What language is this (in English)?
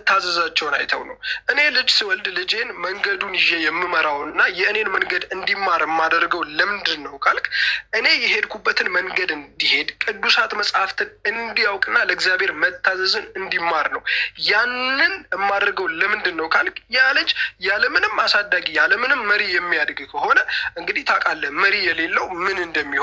Amharic